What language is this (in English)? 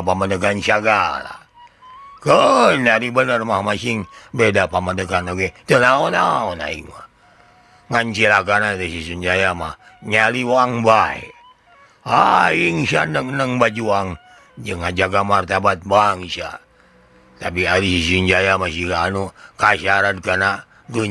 Sundanese